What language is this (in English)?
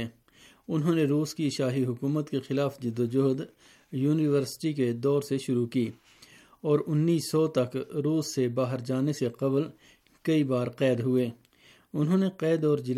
Urdu